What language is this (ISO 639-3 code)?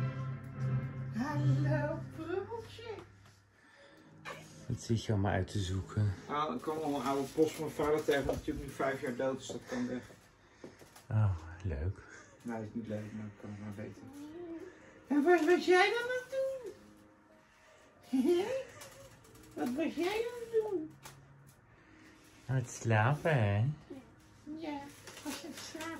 nld